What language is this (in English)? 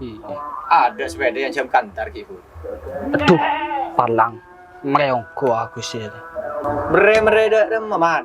Madurese